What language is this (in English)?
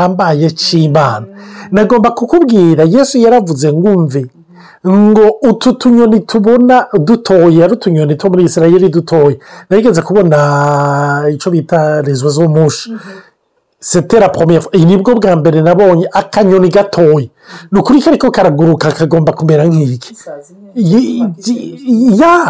Rundi